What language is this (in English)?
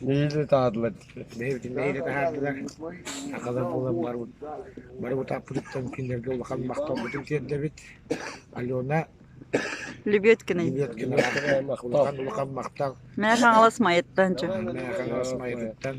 Yakut